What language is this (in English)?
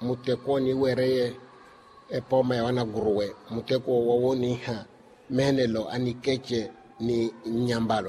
Makhuwa